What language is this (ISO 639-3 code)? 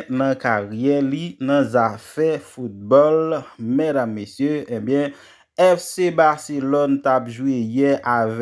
hat